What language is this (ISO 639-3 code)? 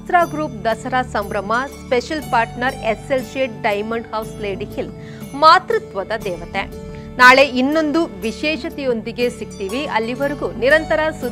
kan